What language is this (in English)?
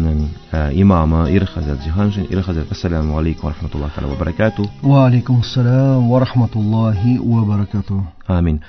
Tatar